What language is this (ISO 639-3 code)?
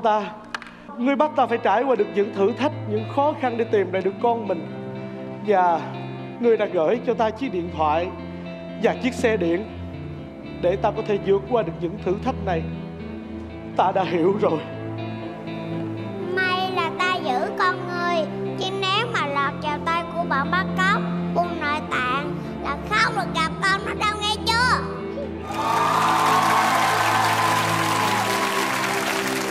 vie